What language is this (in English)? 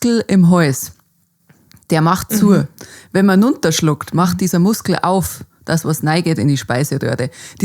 Bavarian